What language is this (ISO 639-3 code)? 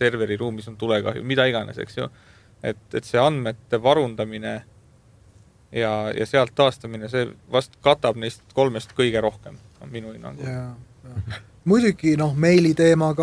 est